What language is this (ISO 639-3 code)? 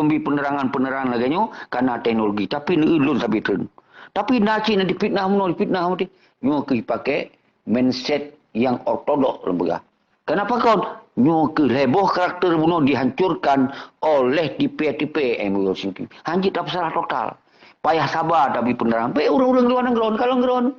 ace